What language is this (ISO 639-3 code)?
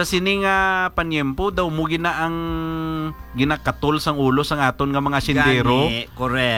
hil